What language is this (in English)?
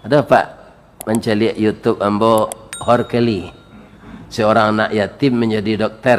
Minangkabau